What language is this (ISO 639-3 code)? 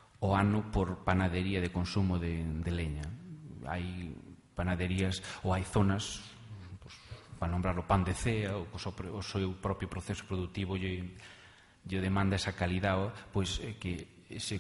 glg